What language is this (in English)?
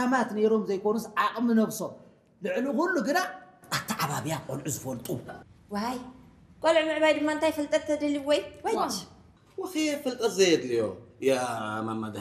Tigrinya